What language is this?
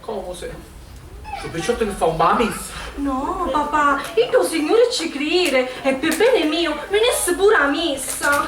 Sicilian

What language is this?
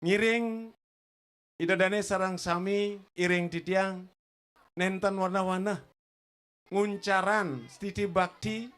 Balinese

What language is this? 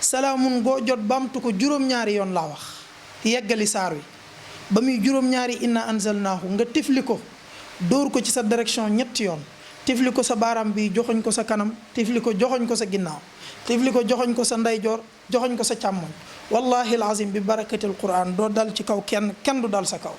Wolof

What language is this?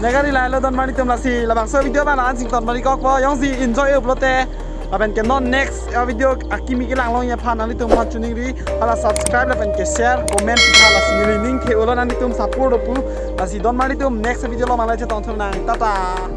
Karbi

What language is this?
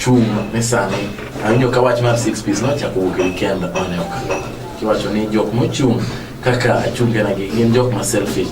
Luo (Kenya and Tanzania)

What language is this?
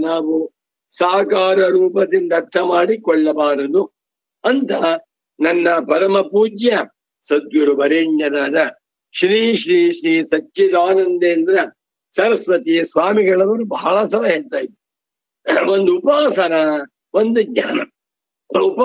Kannada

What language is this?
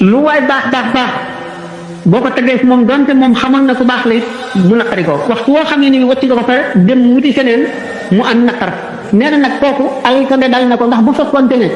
Wolof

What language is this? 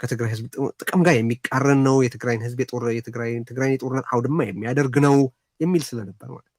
Amharic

